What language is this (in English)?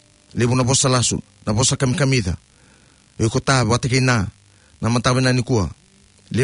Fijian